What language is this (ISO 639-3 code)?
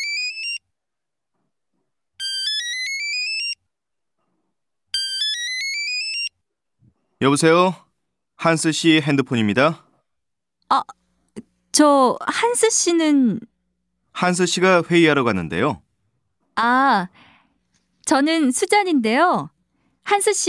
kor